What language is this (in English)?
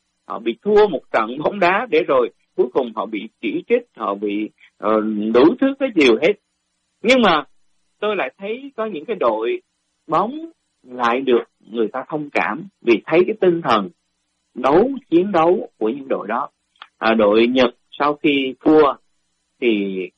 Vietnamese